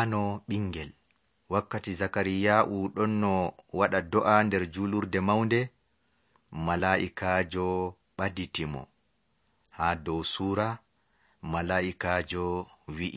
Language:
Nigerian Fulfulde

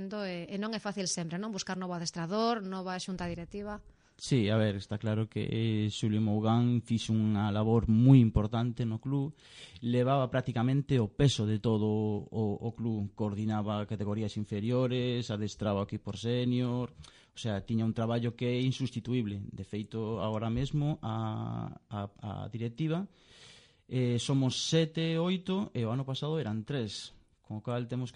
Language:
Galician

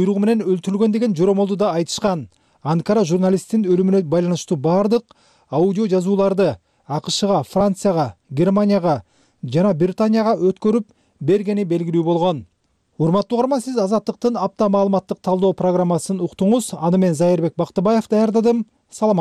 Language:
Kyrgyz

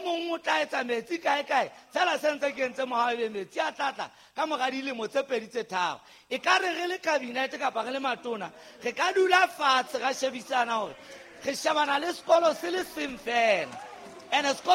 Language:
Southern Sotho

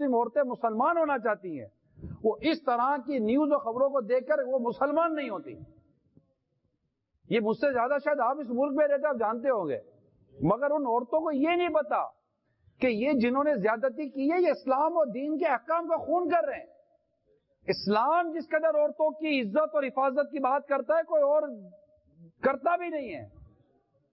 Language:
Urdu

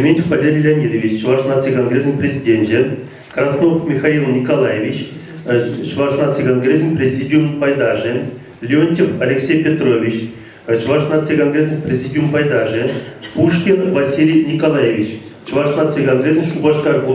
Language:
Chuvash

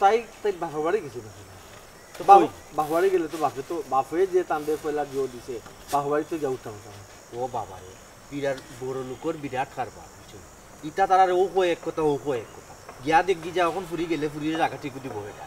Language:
Sylheti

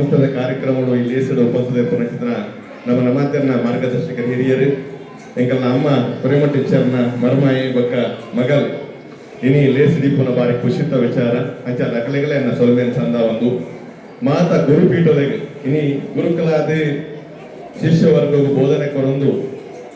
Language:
Tulu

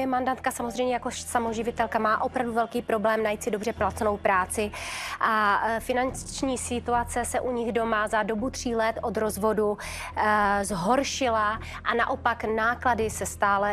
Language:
Czech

